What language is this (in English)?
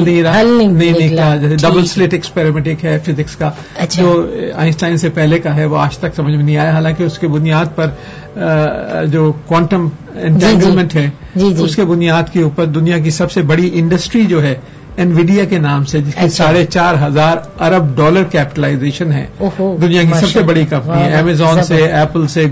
Urdu